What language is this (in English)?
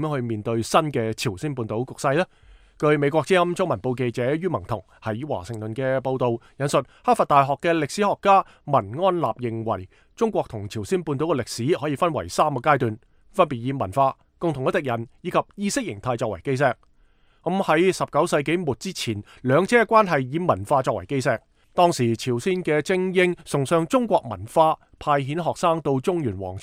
Cantonese